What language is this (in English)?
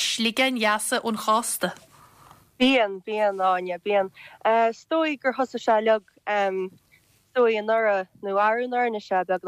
Irish